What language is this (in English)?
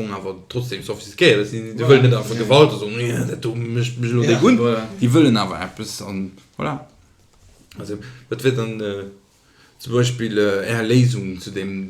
Luxembourgish